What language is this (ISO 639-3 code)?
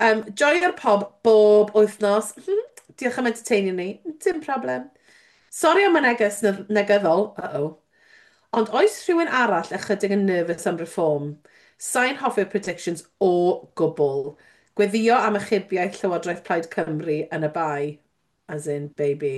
cym